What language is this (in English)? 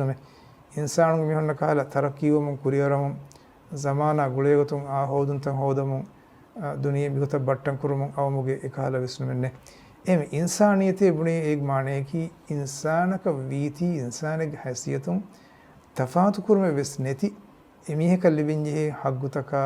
Divehi